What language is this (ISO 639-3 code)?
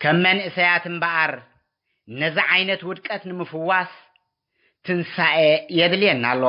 tir